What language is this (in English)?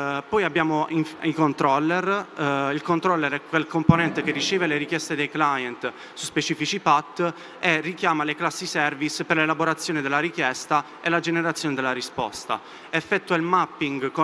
Italian